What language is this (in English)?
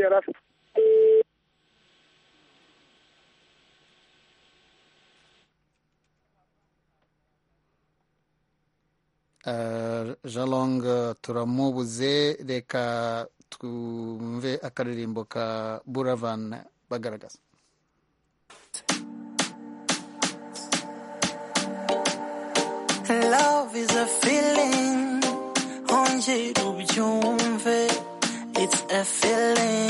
Kinyarwanda